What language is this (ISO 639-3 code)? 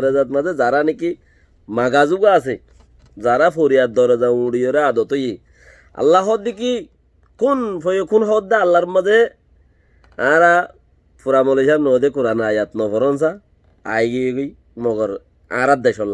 rhg